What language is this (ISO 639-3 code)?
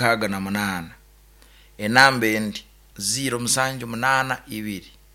nyo